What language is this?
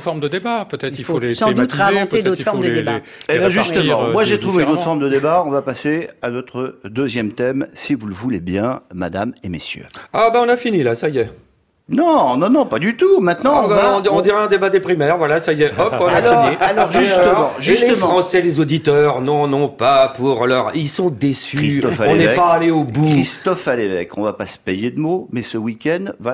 French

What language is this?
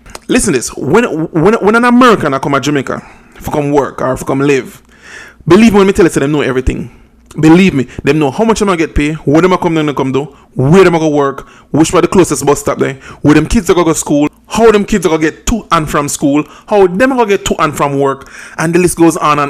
Jamaican Creole English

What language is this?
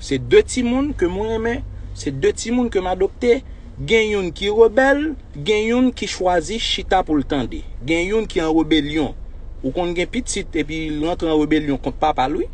Haitian Creole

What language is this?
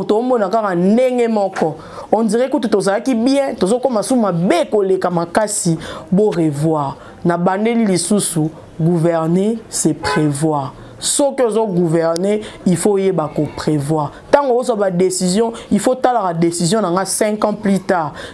Lingala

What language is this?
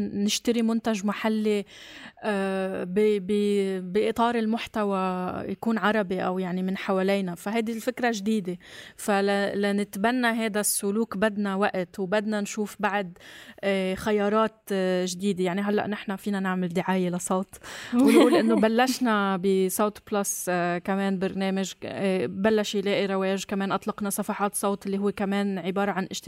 North Levantine Arabic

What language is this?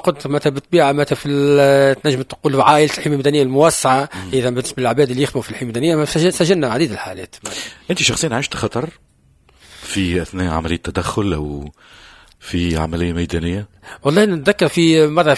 Tunisian Arabic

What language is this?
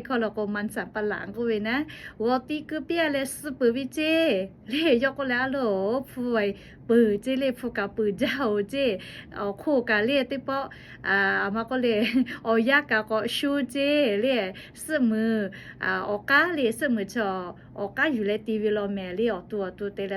Lahu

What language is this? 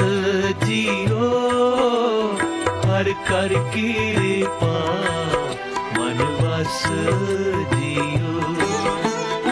Punjabi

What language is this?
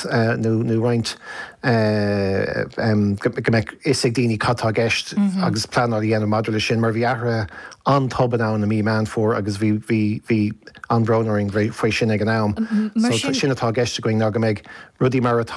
Irish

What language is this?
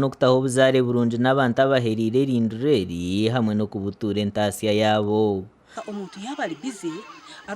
Nyankole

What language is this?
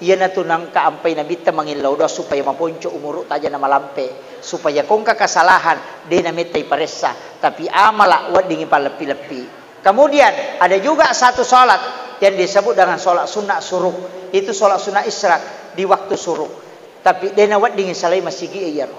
Buginese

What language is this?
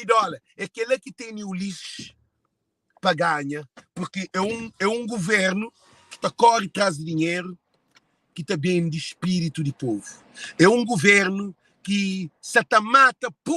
Kabuverdianu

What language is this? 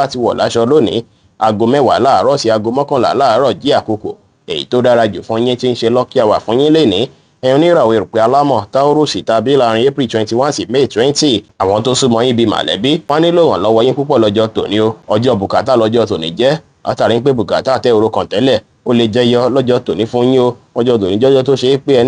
Yoruba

